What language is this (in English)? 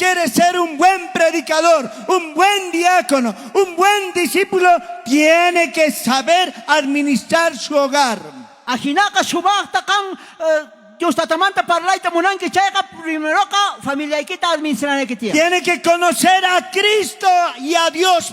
South Bolivian Quechua